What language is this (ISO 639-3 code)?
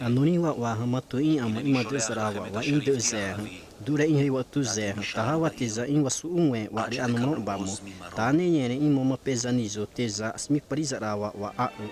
xav